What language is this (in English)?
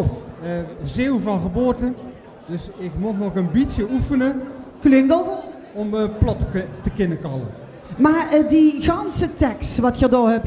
Limburgish